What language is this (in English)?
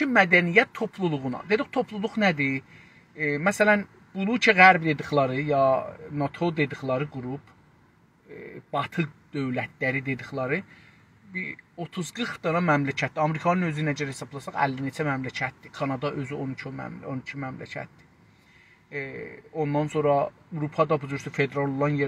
South Azerbaijani